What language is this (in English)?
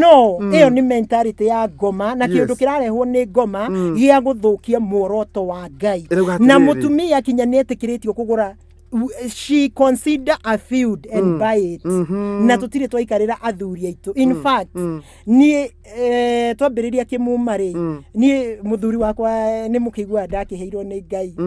Kikuyu